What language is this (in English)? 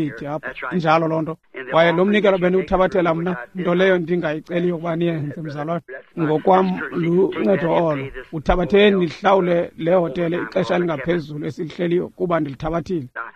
Xhosa